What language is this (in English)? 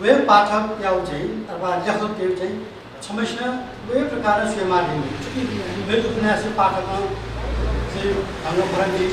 Newari